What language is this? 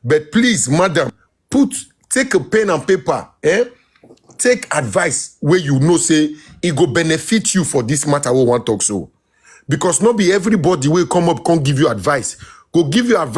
Nigerian Pidgin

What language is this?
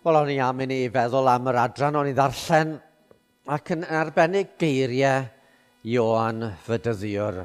Welsh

